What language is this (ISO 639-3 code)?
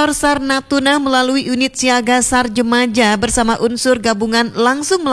ind